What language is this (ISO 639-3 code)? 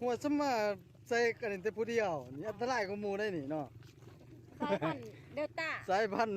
lao